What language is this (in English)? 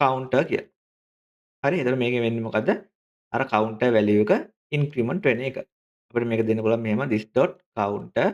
Sinhala